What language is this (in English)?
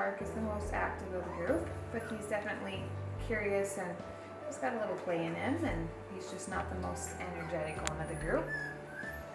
English